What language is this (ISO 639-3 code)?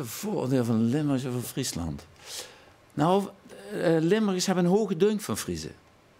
fry